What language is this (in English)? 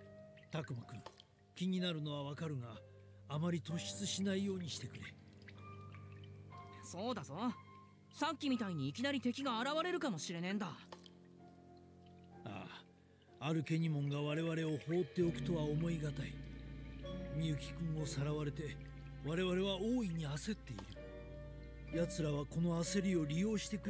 Japanese